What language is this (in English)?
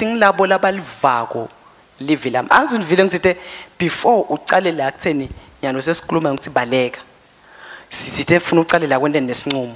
Swati